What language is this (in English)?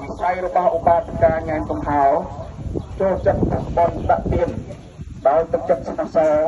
Khmer